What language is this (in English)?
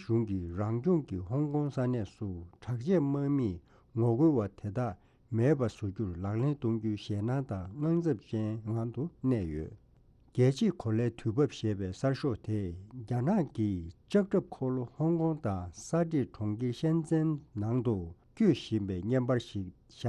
Tibetan